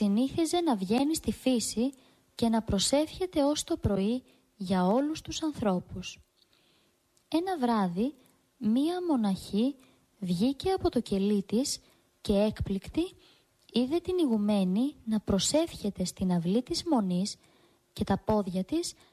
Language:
Greek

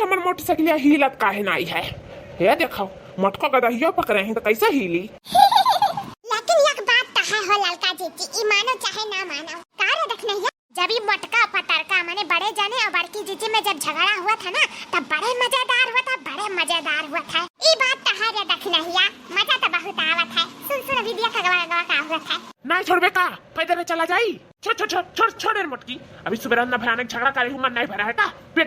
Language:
Awadhi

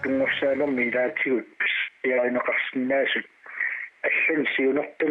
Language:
Kalaallisut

